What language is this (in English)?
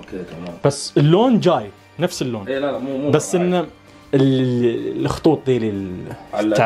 Najdi Arabic